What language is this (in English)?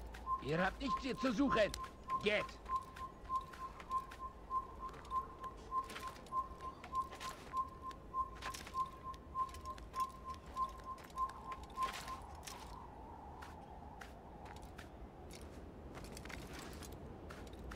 German